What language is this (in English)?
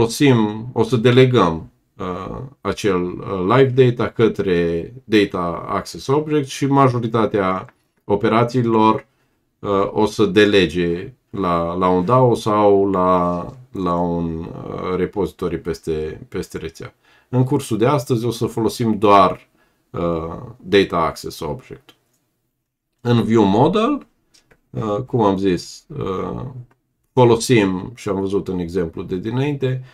Romanian